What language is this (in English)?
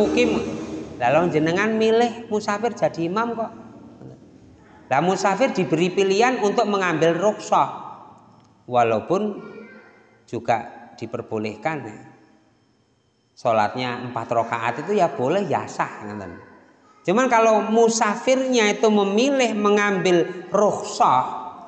Indonesian